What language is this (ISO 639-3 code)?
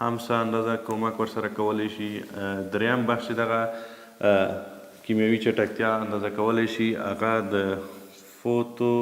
pus